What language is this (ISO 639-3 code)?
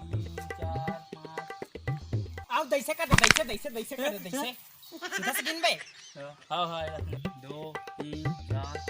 hne